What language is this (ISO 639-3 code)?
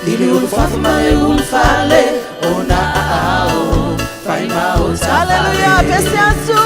smo